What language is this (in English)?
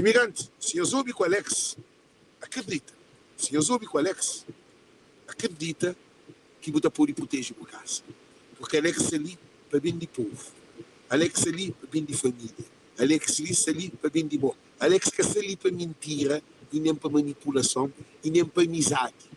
Kabuverdianu